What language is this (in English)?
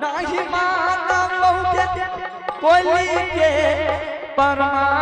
Angika